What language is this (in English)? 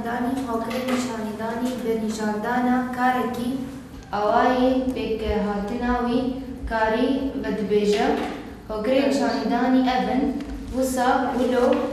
Kurdish